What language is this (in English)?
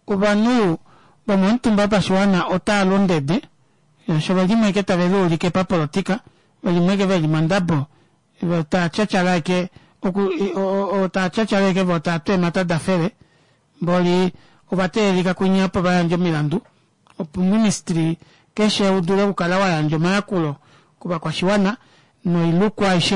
Kuanyama